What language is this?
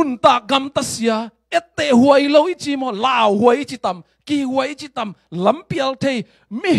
Tedim Chin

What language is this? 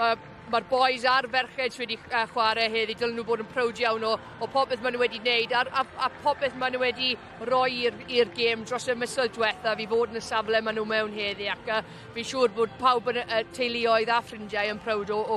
Welsh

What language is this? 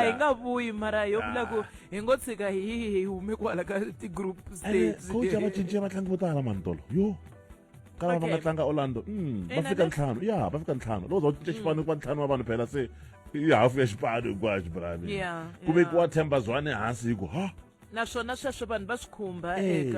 Tsonga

